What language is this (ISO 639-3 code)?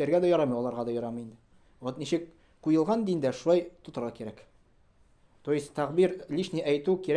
tat